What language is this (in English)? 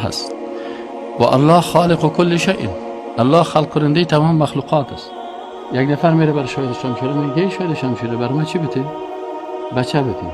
Persian